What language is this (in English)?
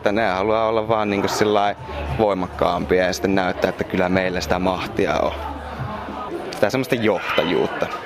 Finnish